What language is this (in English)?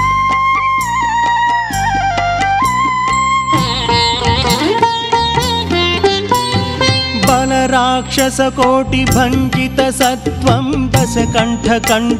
Telugu